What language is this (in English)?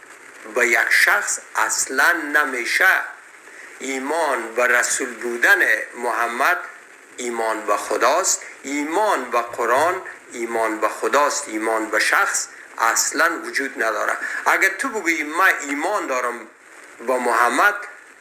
Persian